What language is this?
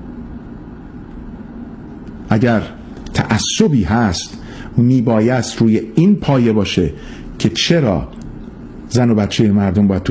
Persian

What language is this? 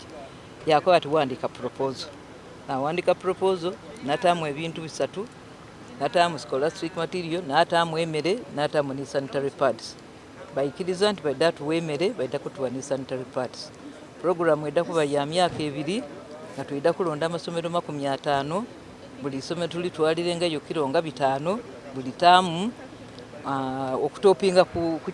Soga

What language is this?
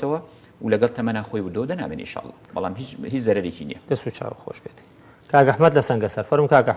Central Kurdish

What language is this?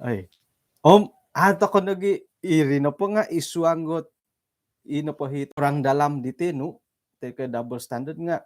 Central Dusun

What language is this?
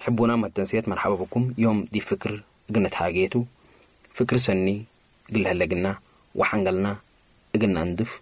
Tigre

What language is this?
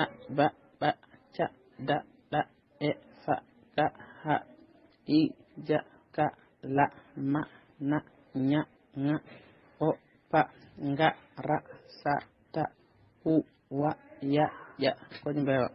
Fula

